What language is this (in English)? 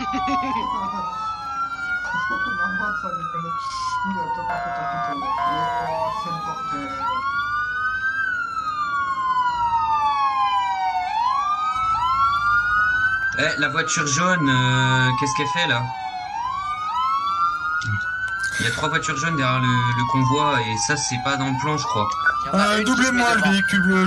French